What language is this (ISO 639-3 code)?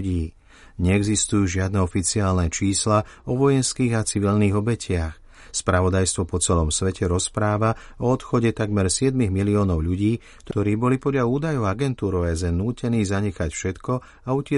slk